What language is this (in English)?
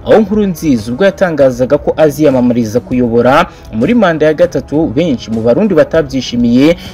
Kinyarwanda